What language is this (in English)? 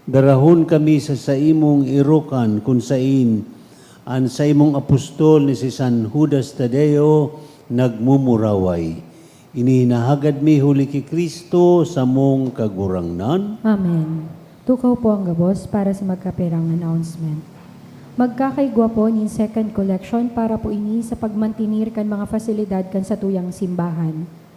Bikol